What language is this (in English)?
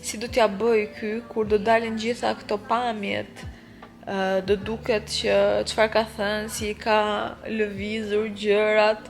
Albanian